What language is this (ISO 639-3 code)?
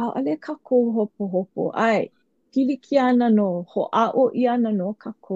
haw